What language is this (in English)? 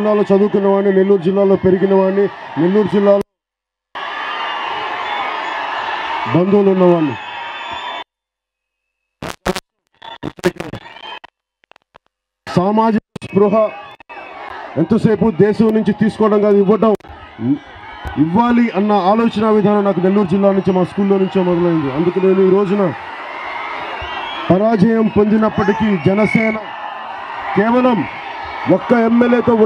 Telugu